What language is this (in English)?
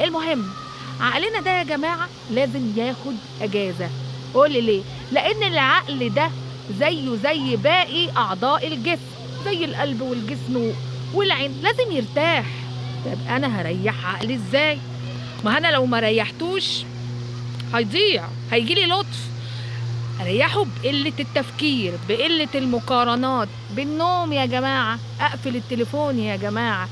Egyptian Arabic